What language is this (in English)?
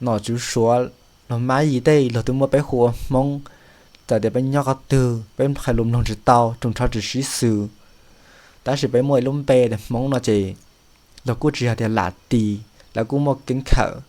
Hmong